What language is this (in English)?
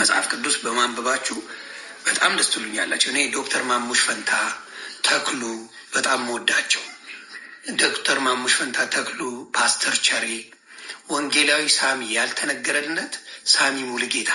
Amharic